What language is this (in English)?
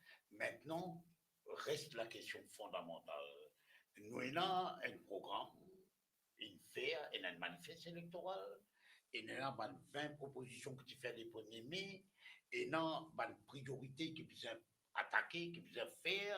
Morisyen